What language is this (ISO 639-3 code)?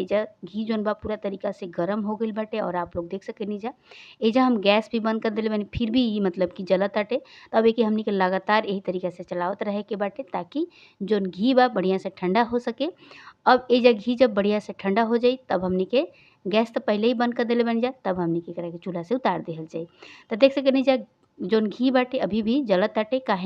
bho